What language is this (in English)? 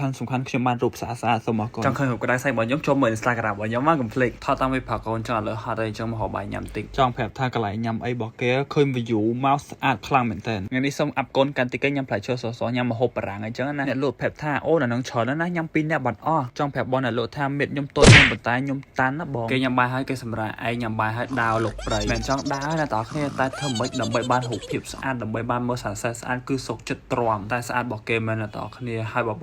Khmer